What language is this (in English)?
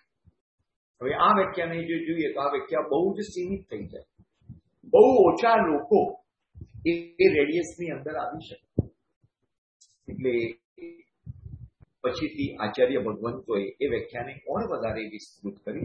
Gujarati